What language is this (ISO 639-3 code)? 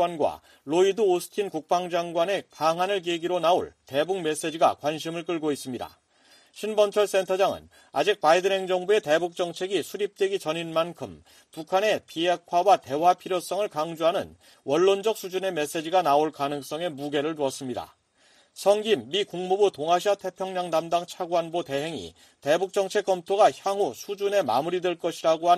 kor